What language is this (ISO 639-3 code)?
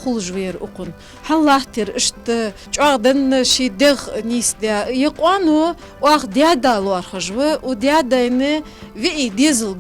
inh